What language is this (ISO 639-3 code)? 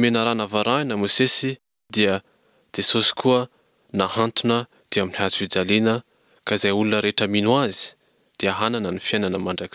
mlg